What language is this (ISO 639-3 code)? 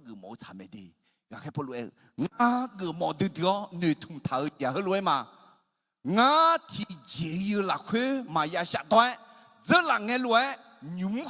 ahk